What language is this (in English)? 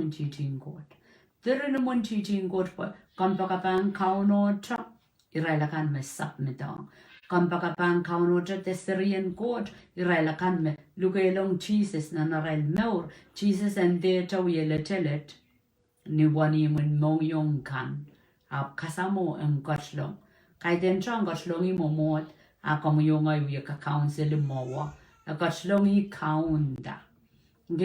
Pohnpeian